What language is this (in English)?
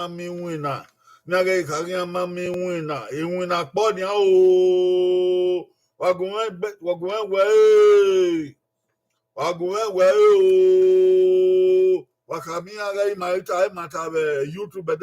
Bini